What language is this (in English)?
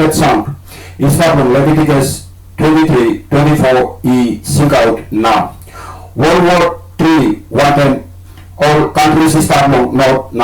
Tok Pisin